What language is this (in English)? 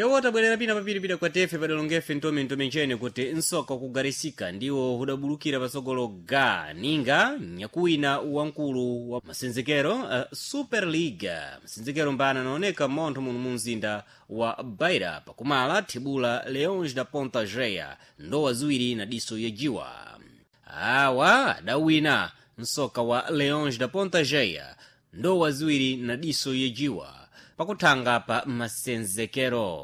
Sena